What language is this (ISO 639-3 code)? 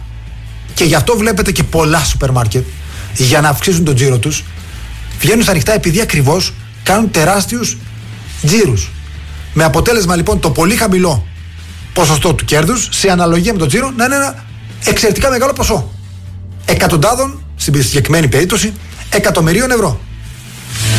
ell